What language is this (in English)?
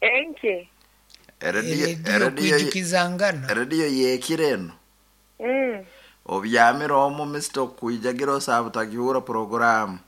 Nyoro